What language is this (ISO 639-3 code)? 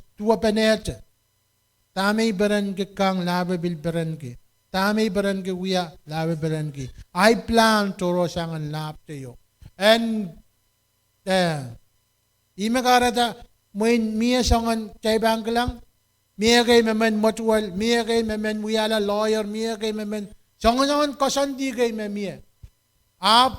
pon